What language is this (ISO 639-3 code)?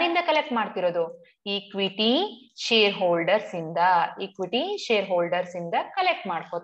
kan